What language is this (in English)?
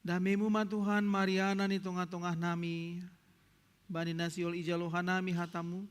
Batak Simalungun